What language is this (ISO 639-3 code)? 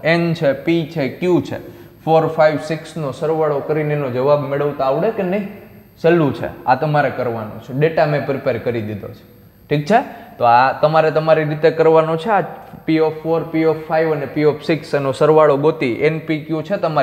guj